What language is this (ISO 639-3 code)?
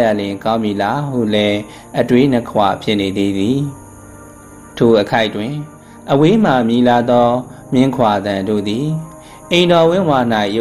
mya